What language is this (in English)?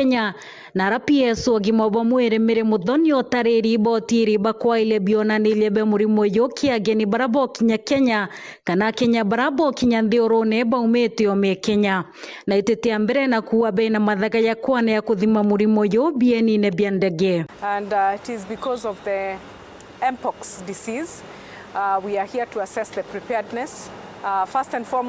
Meru